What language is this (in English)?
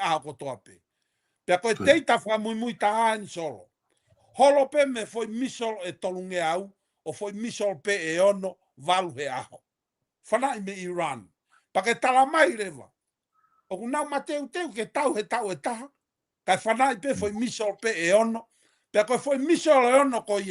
Tongan